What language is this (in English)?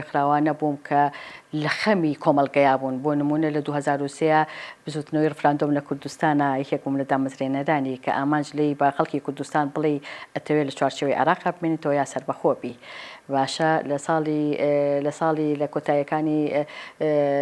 Central Kurdish